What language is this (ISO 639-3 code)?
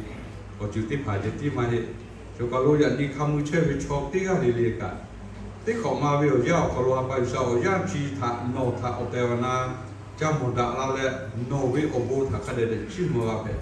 lhu